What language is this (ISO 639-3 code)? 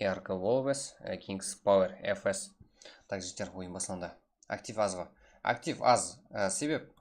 kaa